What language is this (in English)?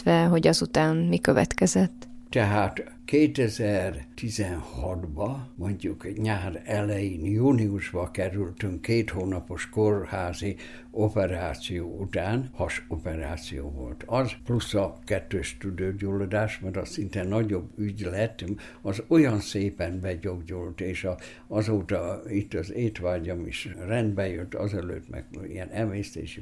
Hungarian